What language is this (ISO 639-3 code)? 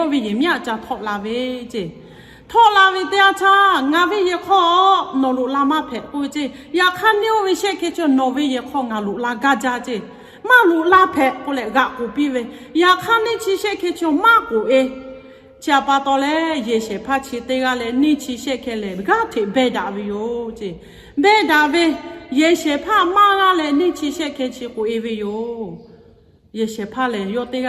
lhu